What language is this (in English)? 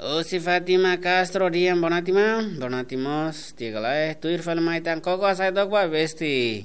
Tetum